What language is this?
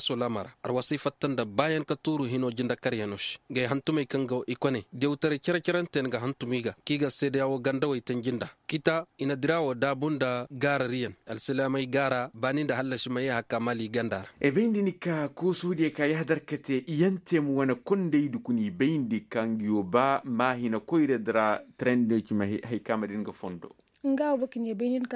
Koyraboro Senni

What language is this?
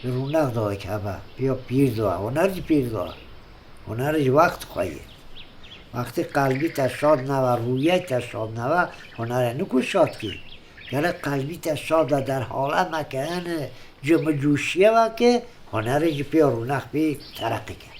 Kurdish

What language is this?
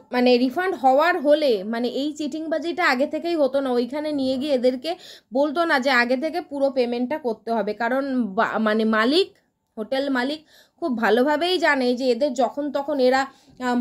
Bangla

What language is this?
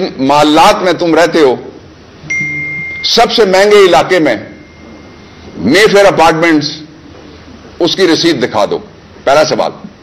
Urdu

